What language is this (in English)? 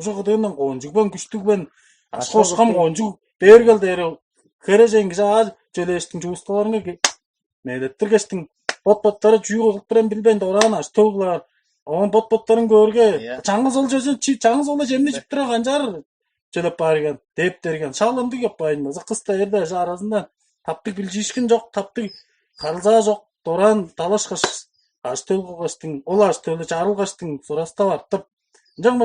Tuvinian